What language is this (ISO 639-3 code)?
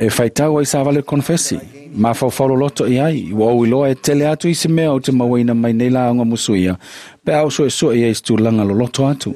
smo